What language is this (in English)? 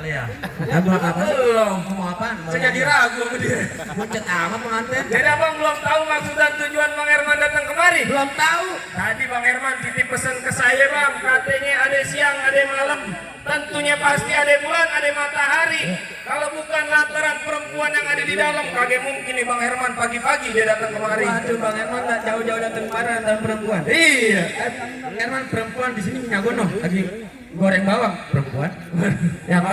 Betawi